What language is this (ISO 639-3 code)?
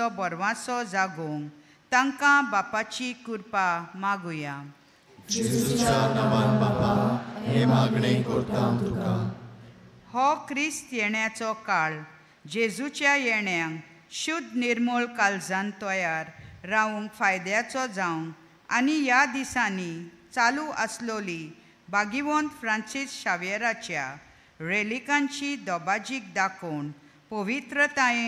kok